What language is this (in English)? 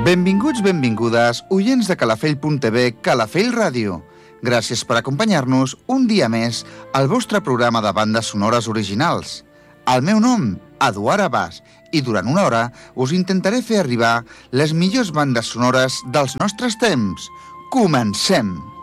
Catalan